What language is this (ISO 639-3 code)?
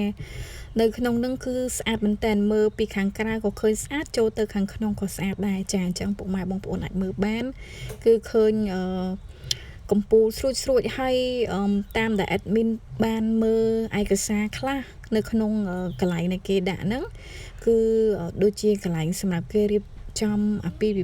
khm